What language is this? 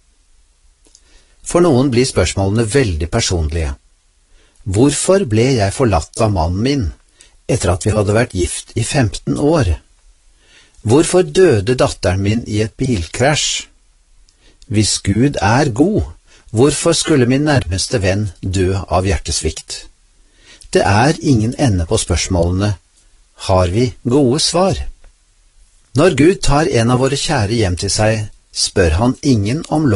Norwegian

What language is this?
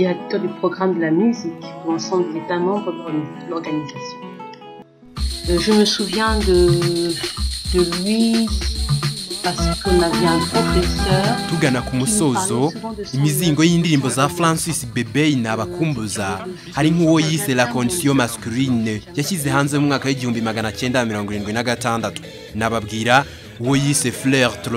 Kinyarwanda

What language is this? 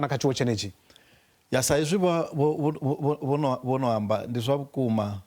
Venda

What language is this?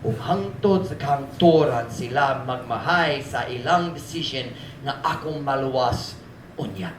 Cebuano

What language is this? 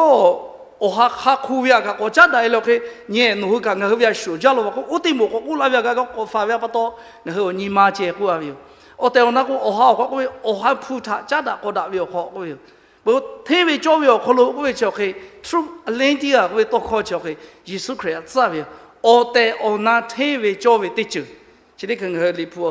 Lahu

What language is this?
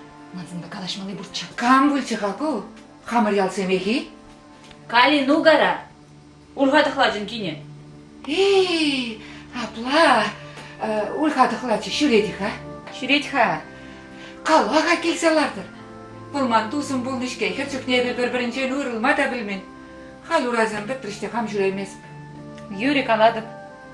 Chuvash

